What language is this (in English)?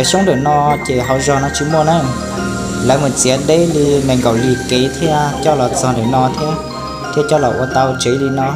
Hmong